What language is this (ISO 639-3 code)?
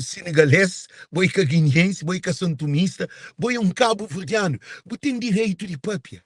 kea